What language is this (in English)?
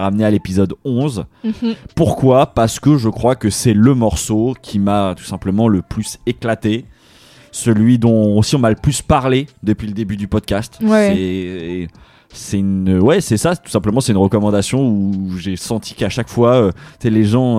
French